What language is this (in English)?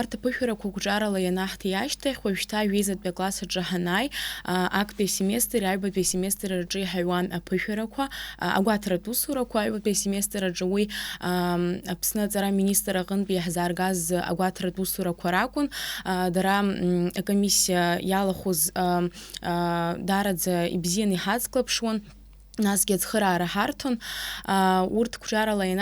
Abkhazian